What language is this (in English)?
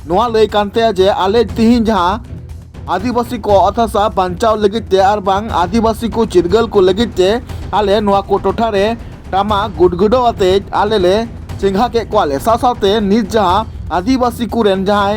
Santali